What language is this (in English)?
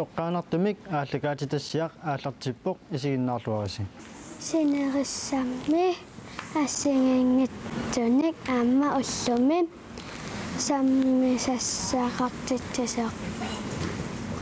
Kalaallisut